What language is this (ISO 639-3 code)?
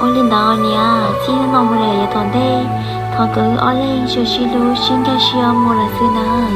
hmn